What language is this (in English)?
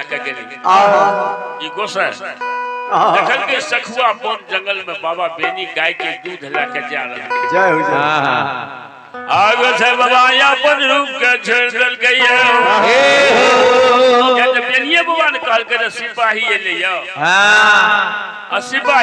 Maithili